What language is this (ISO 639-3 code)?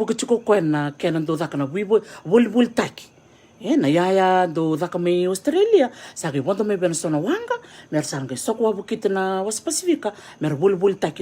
fij